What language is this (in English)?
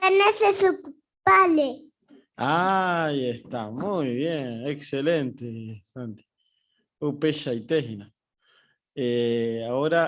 Guarani